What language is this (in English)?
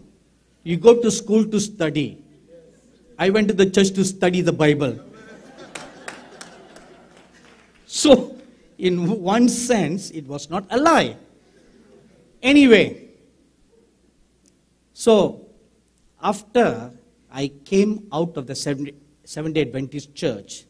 English